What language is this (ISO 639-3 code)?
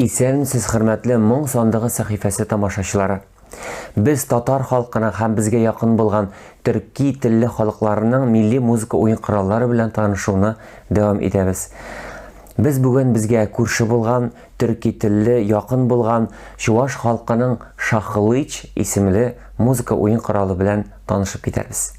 tat